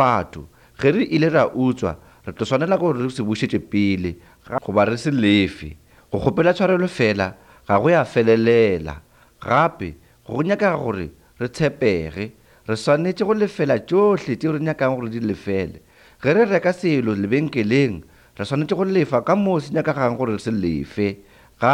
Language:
Northern Sotho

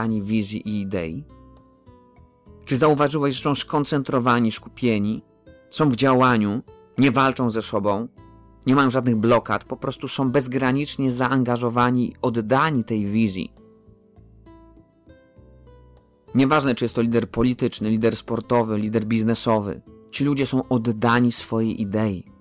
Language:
Polish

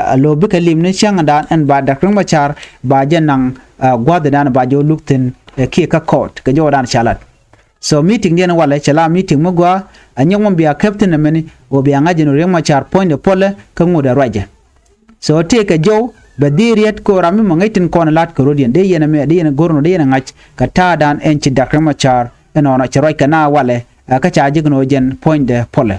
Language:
Nuer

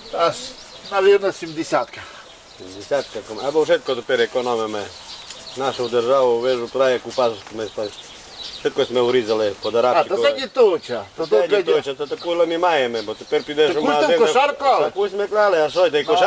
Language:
Rusyn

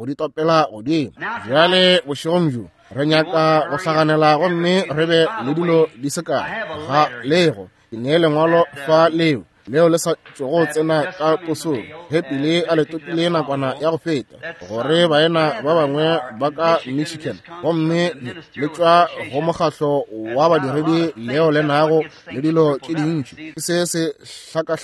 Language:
Northern Sotho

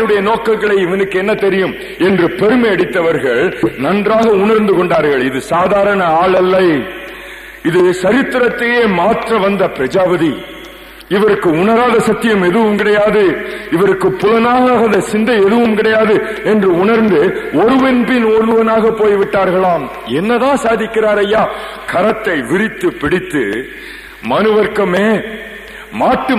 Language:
Tamil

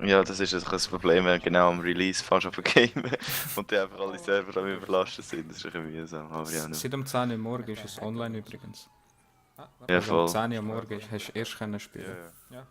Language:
Swiss German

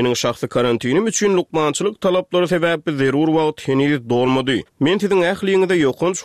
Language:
Turkmen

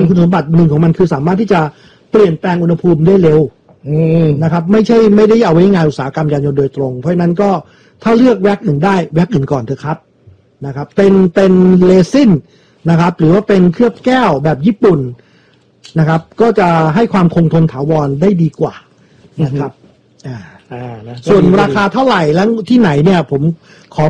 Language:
Thai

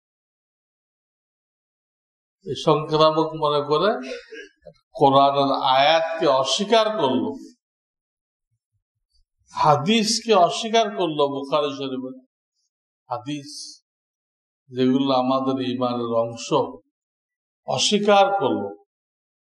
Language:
Bangla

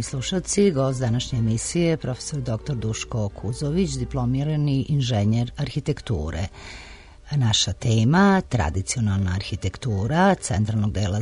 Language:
Serbian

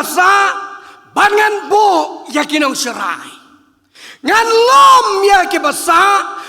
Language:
Khasi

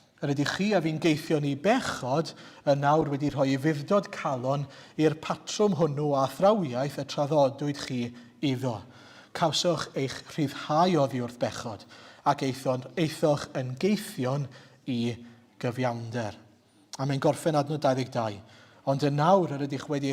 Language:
Welsh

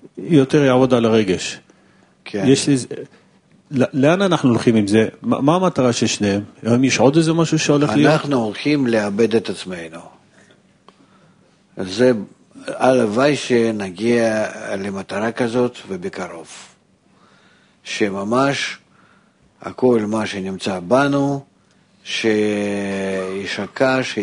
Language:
Hebrew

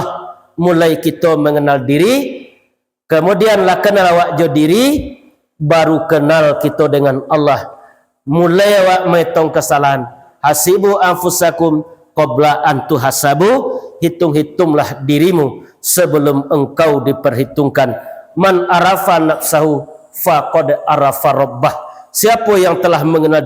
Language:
Minangkabau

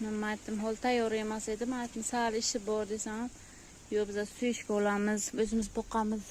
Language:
Uzbek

